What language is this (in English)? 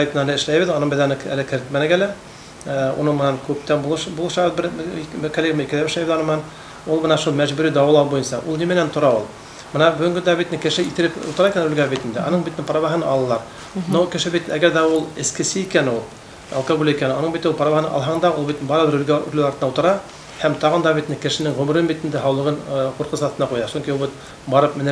Bashkir